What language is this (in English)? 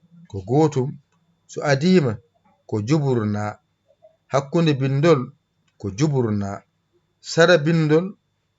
Fula